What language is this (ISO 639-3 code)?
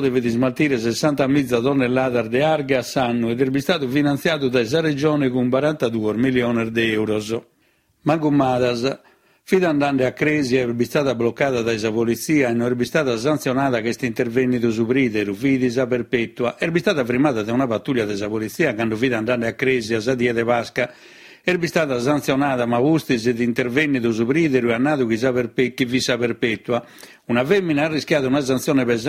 srd